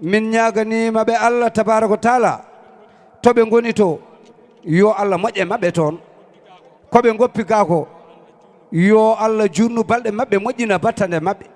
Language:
Fula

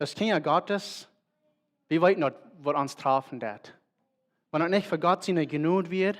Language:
Plautdietsch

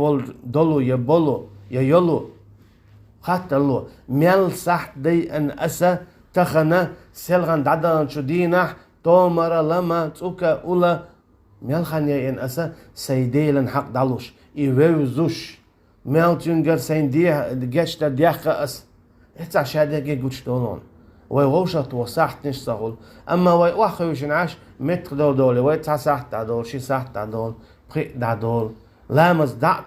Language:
Chechen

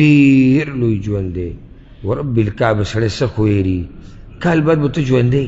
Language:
Pashto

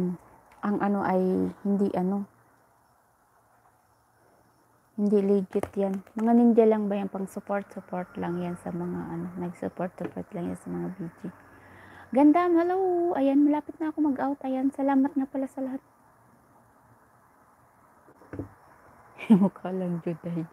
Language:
Filipino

